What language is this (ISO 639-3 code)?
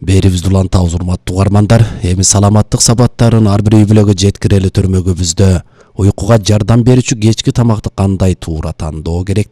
kir